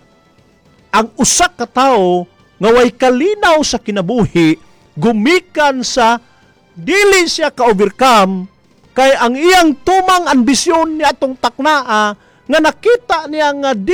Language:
Cebuano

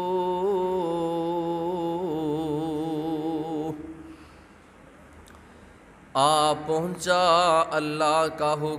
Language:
Urdu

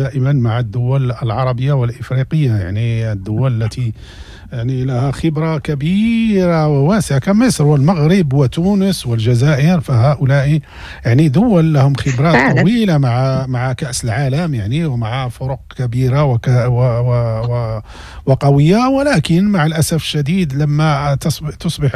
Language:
Moroccan Arabic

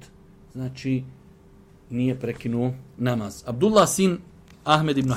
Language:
Bosnian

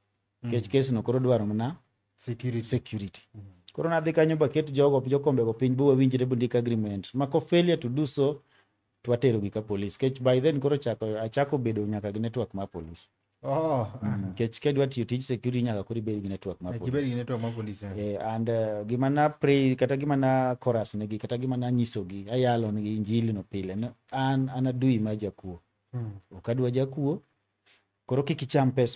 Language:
Luo (Kenya and Tanzania)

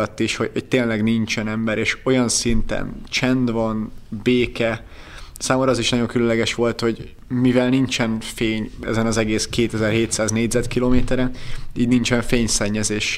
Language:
Hungarian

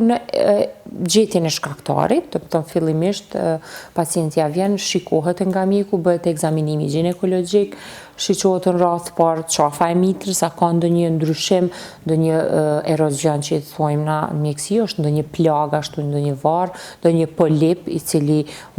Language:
Albanian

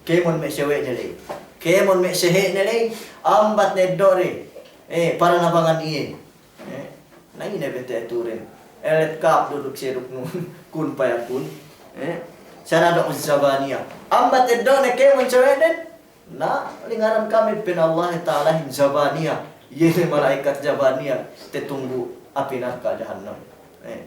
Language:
Yakan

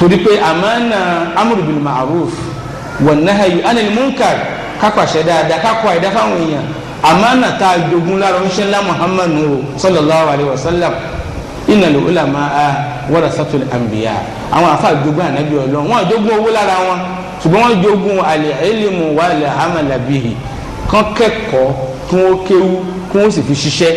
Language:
Yoruba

